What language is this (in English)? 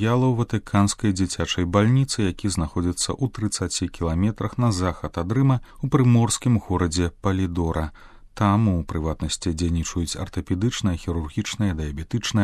Belarusian